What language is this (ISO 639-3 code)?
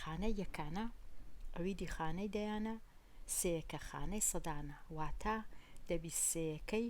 ckb